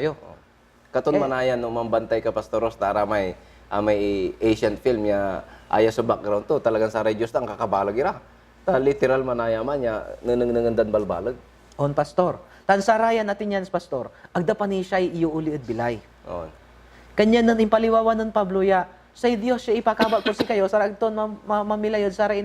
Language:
Pangasinan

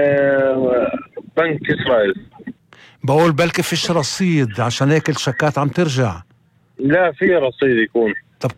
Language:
North Levantine Arabic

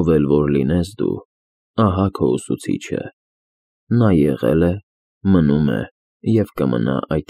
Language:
Armenian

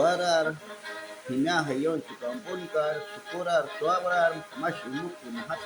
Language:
Shuar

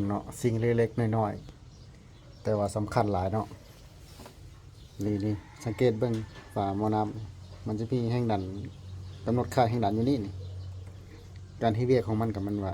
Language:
Lao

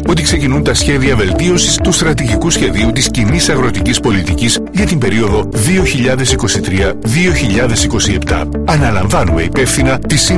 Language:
Greek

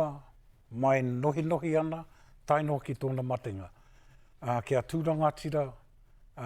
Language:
Māori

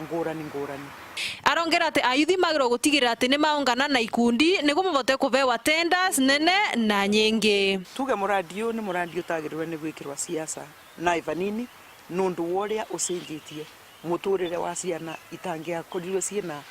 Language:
Meru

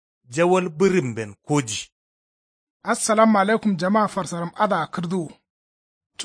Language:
Kanuri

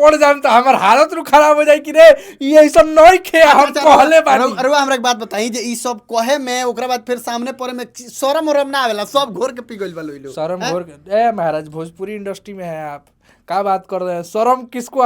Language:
Bhojpuri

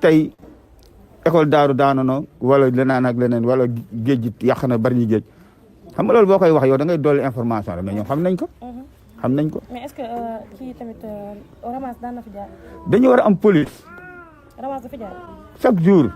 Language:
Wolof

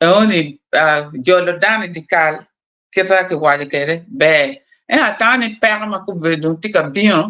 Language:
Acoli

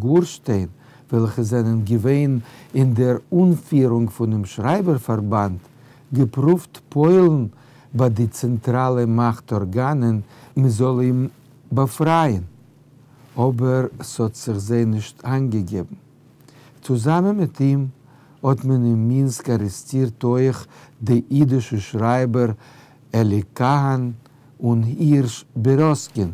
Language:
Yiddish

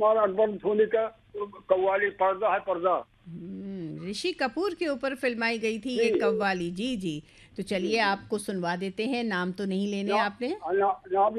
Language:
Hindi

